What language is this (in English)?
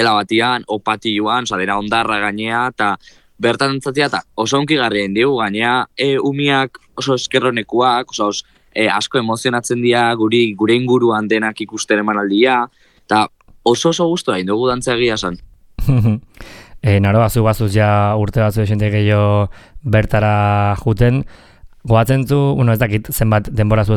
Basque